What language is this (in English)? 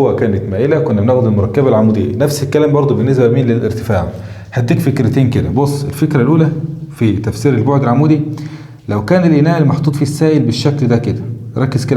Egyptian Arabic